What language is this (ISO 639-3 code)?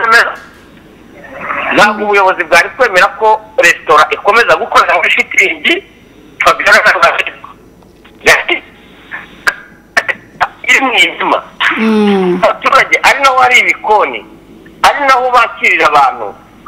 kin